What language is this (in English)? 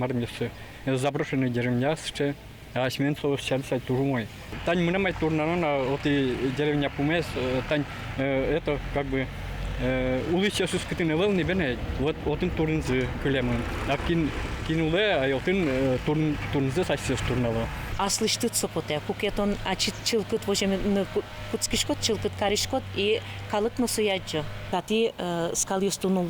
Udmurt